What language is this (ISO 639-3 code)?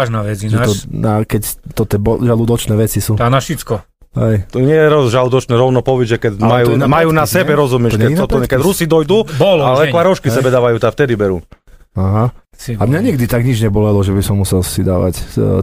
slk